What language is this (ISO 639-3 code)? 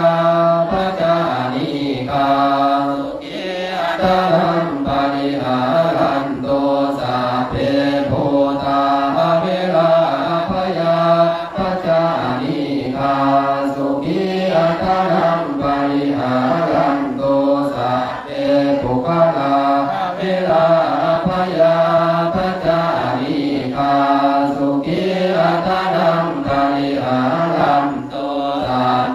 pli